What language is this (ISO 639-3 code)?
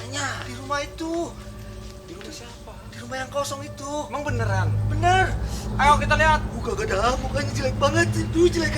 bew